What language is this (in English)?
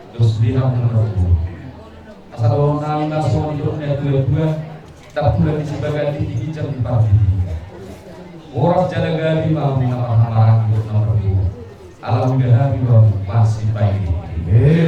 Batak Toba